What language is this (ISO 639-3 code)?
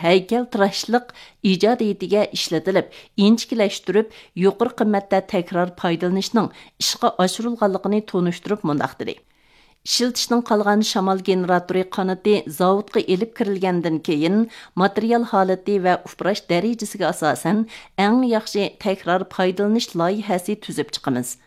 uig